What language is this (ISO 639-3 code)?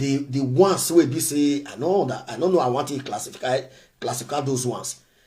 pcm